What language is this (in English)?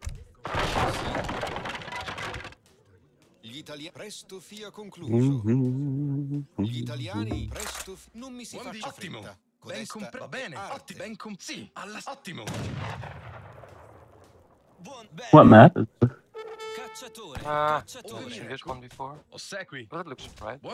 Italian